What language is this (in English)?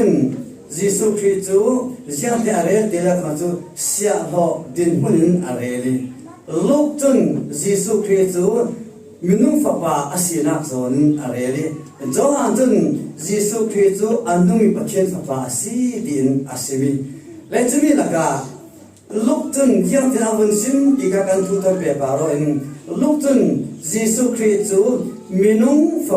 Falam Chin